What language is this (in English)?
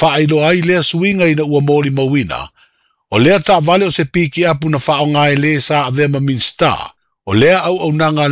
Samoan